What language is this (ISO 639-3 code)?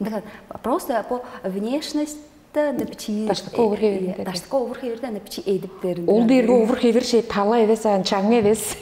tyv